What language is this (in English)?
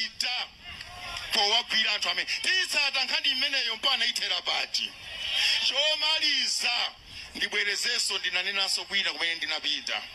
Nyanja